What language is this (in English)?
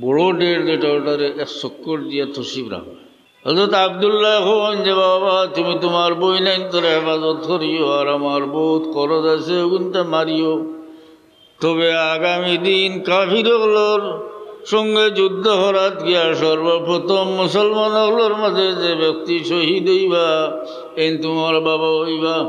Sylheti